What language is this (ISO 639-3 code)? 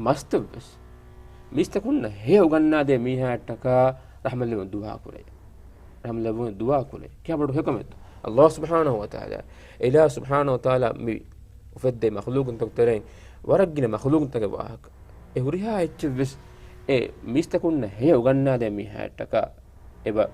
div